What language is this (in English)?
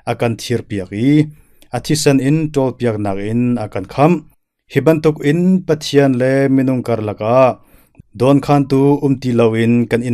Hakha Chin